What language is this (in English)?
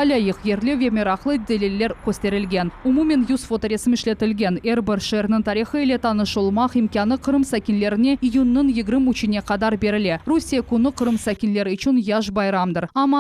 Crimean Tatar